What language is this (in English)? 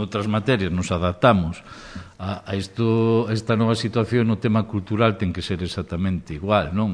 Galician